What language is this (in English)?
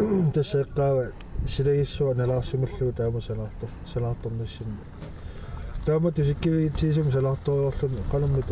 Kalaallisut